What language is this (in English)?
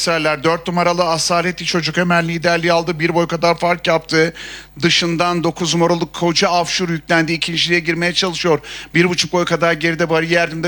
Turkish